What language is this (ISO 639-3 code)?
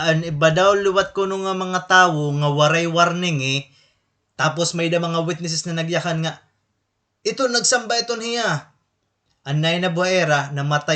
war